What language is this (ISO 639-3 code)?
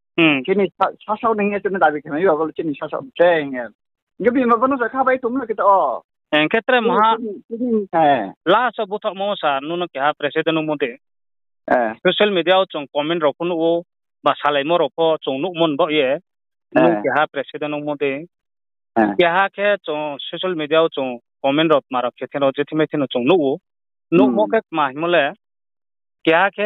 ria